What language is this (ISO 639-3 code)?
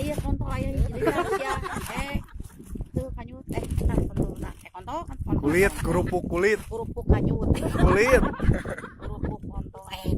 sun